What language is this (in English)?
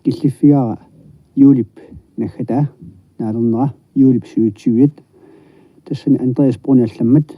Kalaallisut